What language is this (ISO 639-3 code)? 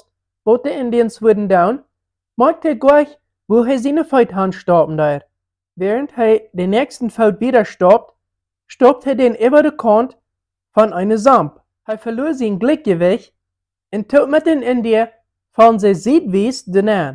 pdt